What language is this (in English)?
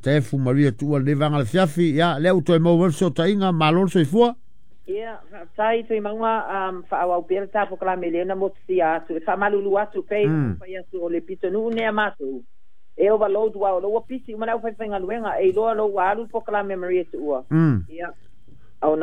Samoan